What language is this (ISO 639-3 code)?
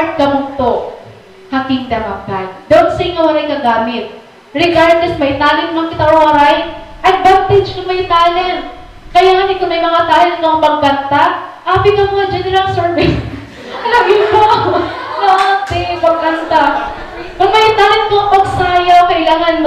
war